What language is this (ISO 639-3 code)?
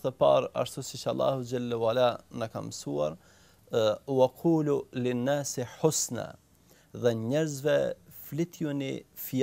sqi